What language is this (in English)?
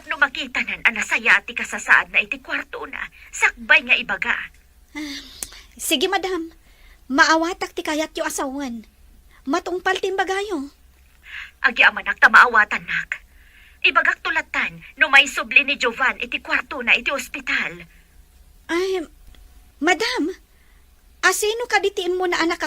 Iloko